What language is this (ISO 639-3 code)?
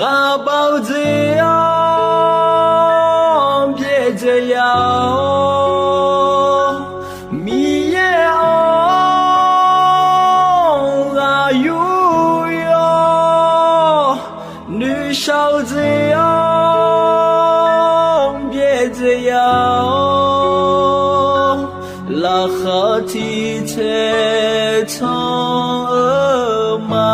ahk